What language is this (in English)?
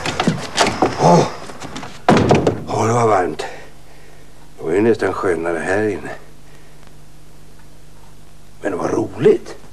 Swedish